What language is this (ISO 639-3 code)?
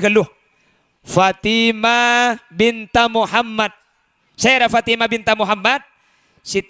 mad